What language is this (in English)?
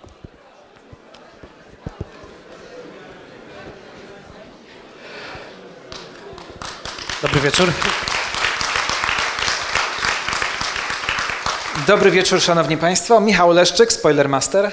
Polish